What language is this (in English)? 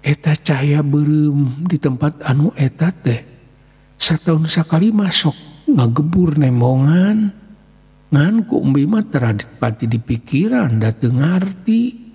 Sundanese